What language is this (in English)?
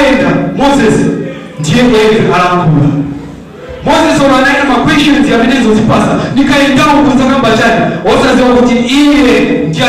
Nyanja